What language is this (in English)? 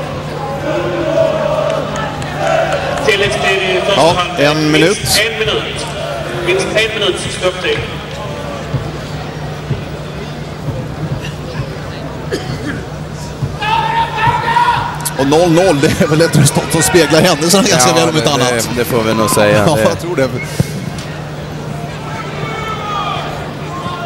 Swedish